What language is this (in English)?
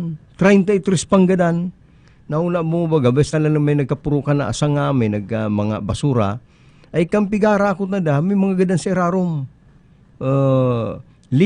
Bikol